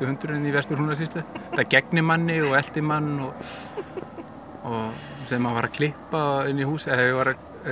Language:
Icelandic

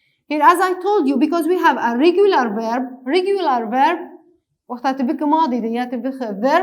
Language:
Kurdish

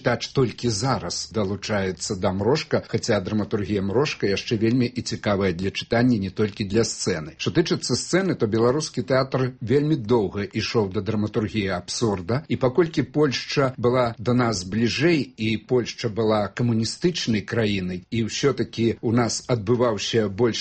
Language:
Belarusian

